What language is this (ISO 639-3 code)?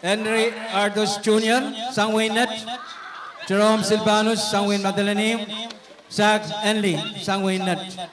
pon